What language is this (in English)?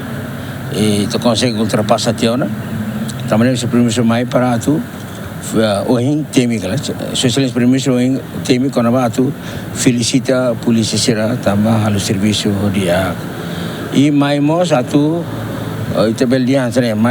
Tetum